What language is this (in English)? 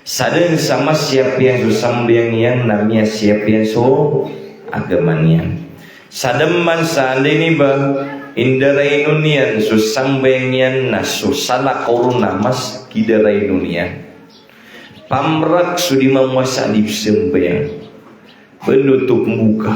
Maranao